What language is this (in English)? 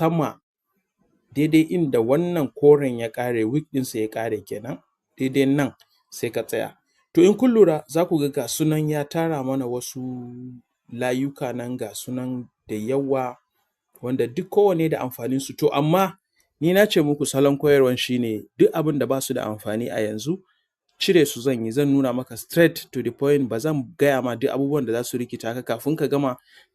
Hausa